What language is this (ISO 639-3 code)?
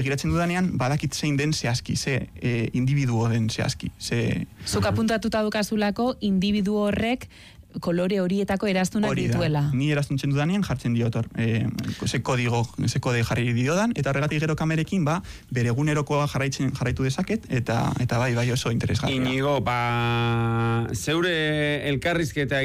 eus